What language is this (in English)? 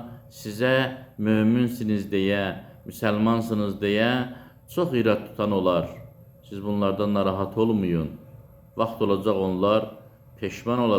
Azerbaijani